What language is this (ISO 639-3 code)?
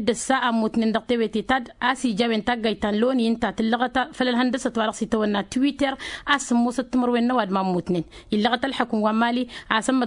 taq